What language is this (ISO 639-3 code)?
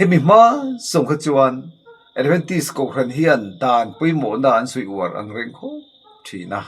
lus